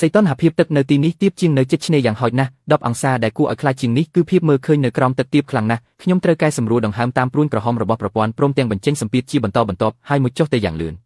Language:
Khmer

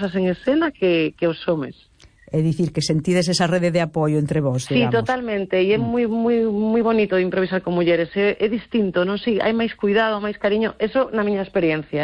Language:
Galician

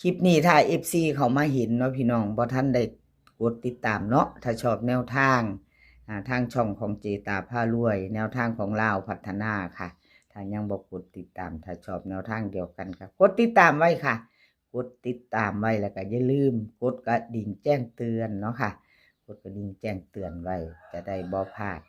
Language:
Northeastern Thai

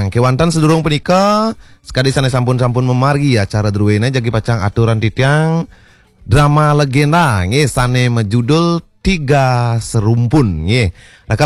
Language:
Balinese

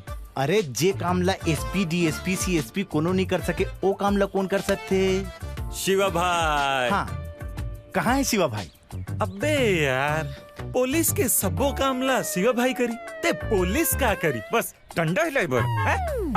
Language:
Chhattisgarhi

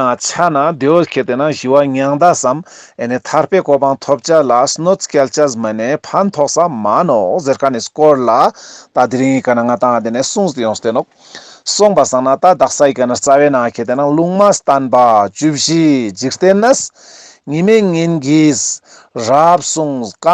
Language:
Ladakhi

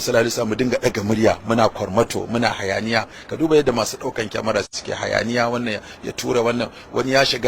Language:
Hausa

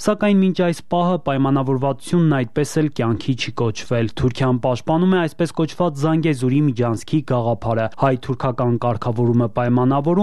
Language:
Armenian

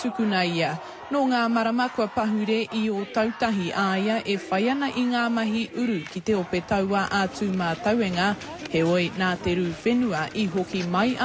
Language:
Māori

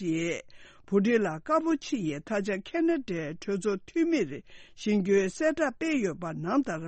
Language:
Tibetan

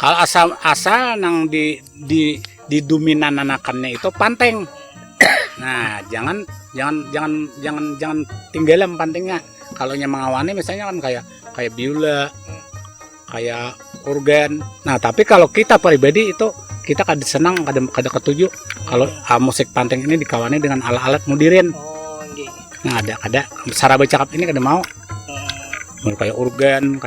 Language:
Banjar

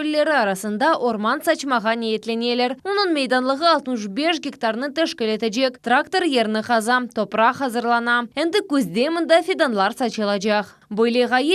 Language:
Crimean Tatar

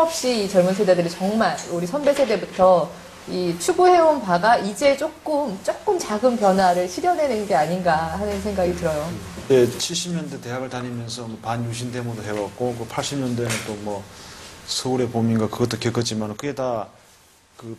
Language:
Korean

